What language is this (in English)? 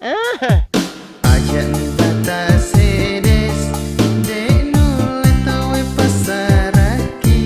Buginese